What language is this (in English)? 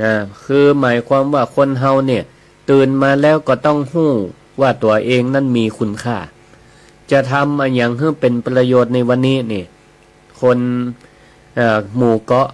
Northern Thai